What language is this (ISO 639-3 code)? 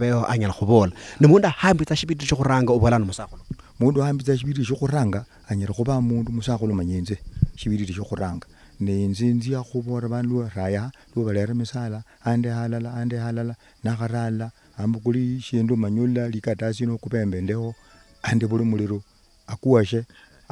luy